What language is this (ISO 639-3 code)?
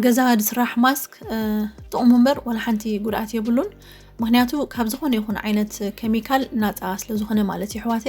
tir